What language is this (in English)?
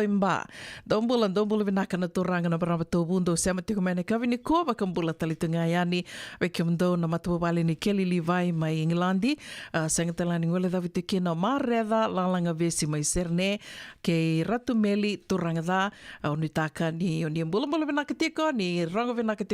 Fijian